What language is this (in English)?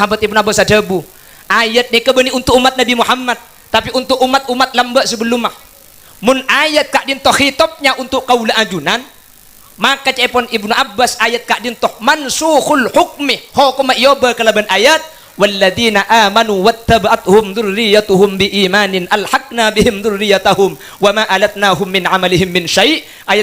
Madurese